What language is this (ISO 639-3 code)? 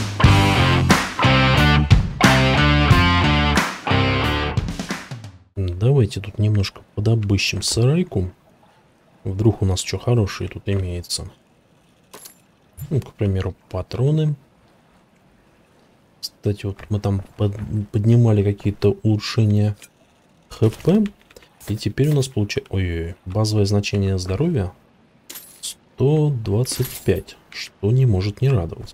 rus